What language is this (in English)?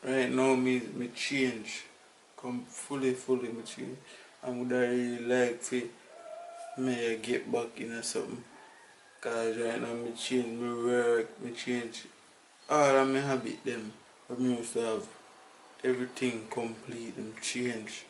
Jamaican Creole English